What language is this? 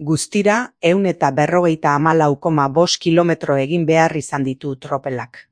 Basque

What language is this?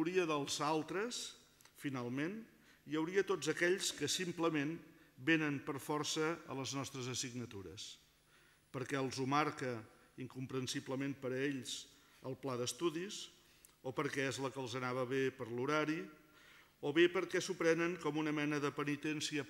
Catalan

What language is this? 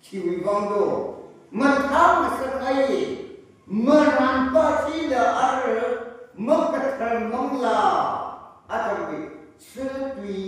Tangkhul Naga (India)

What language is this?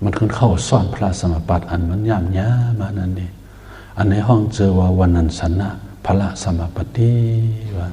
Shan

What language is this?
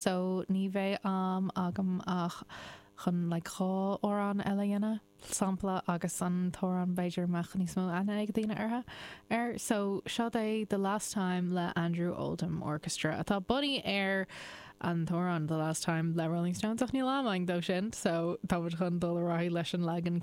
Irish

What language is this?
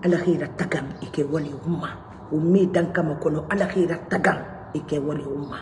Mandingo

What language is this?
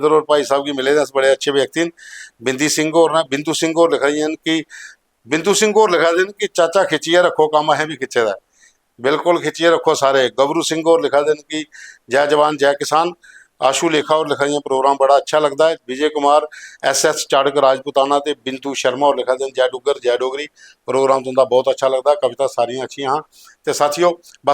Dogri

